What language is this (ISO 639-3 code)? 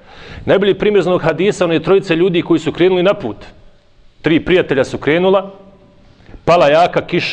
bos